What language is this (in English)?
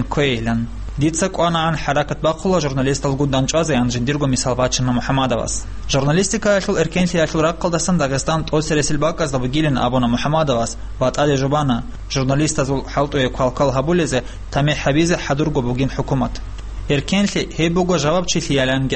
Avaric